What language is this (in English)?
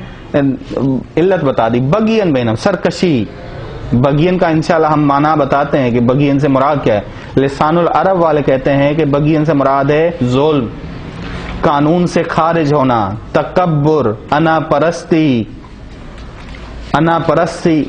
Urdu